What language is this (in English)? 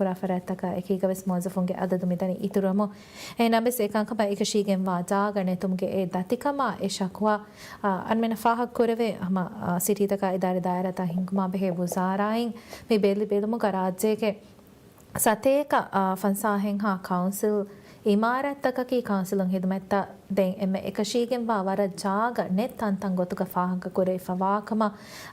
Divehi